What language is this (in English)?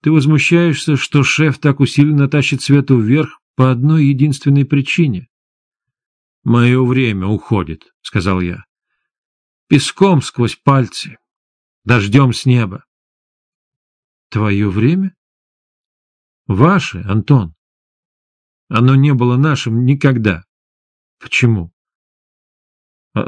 Russian